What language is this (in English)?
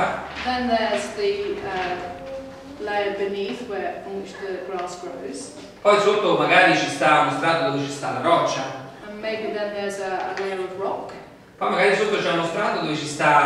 Italian